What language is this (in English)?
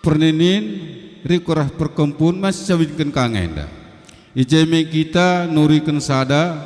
Batak Karo